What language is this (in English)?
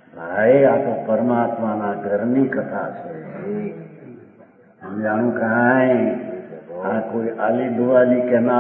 Gujarati